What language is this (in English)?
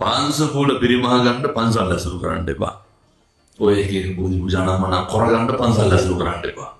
Sinhala